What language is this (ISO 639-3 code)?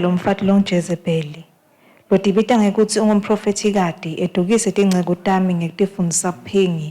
ssw